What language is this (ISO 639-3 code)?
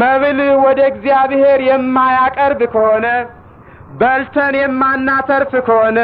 amh